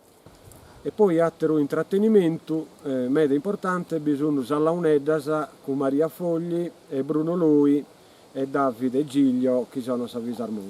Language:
Sardinian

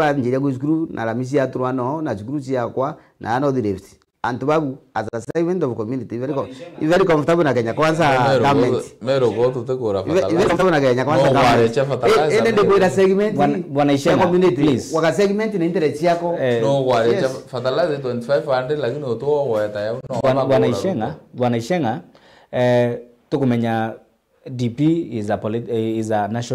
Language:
Meru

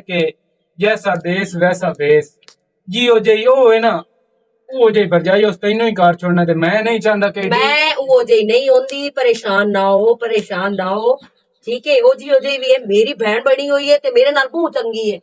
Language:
Western Panjabi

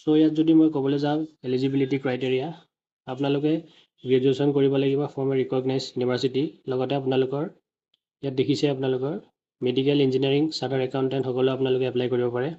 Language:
Assamese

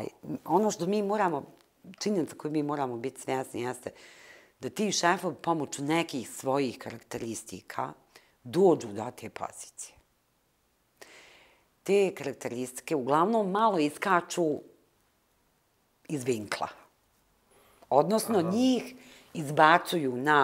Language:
Bosnian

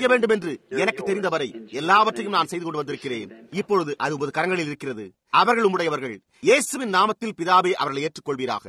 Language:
Tamil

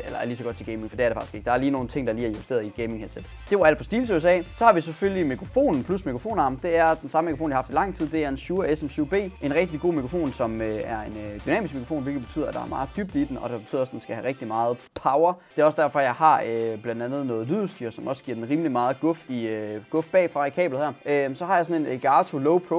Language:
Danish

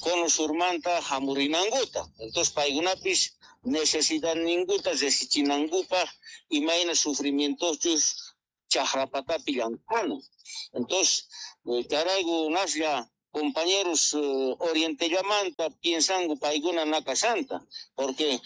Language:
South Bolivian Quechua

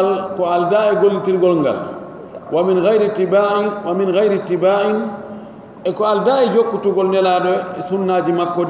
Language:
Pular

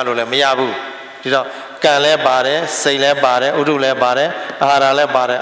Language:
Burmese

